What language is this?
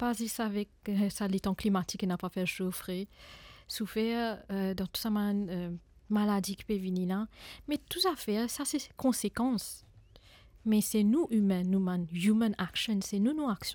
Morisyen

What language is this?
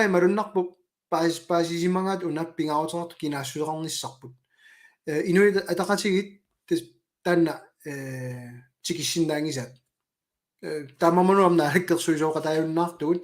Kalaallisut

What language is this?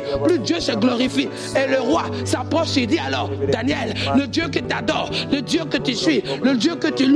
French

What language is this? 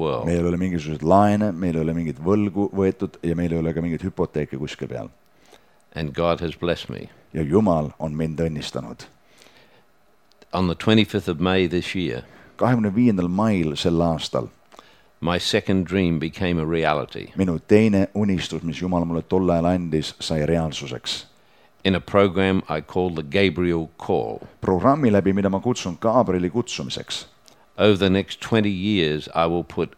Estonian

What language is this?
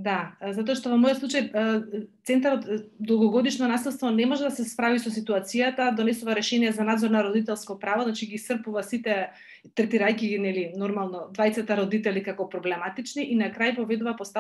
Macedonian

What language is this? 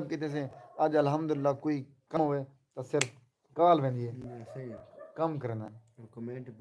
Saraiki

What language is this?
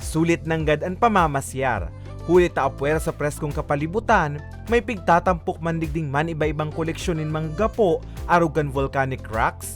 Bikol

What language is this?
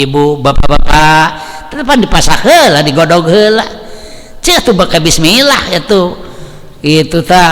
Sundanese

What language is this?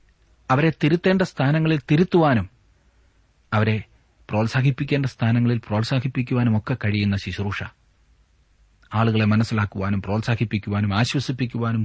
Malayalam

